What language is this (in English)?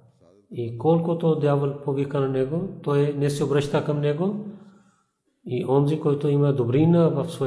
Bulgarian